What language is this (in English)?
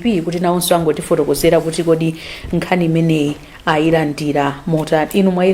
Nyanja